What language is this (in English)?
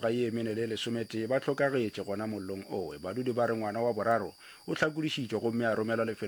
Northern Sotho